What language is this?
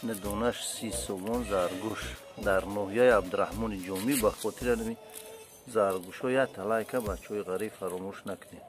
Tajik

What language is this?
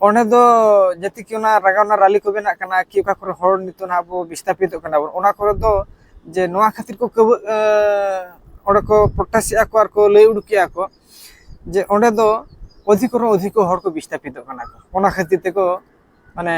Santali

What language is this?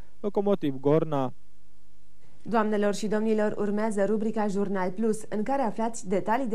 Romanian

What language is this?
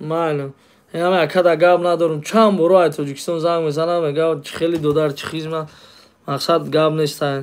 Tajik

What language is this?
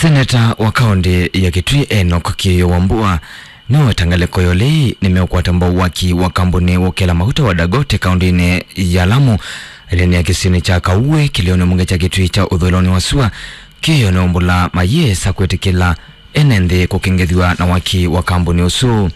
Kamba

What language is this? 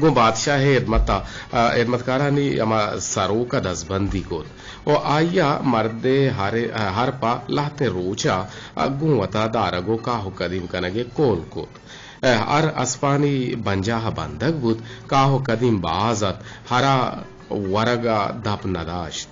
Eastern Balochi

